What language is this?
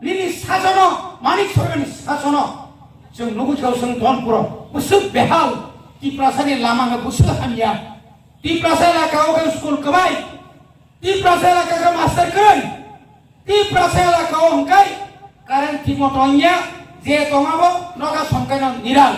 Kok Borok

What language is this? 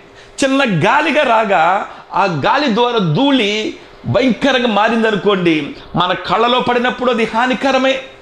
Telugu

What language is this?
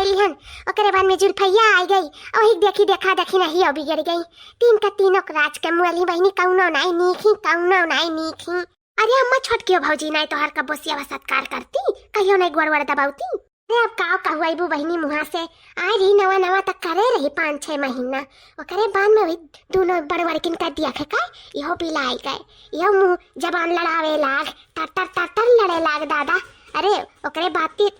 Awadhi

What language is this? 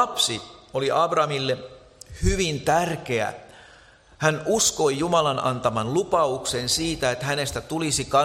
Finnish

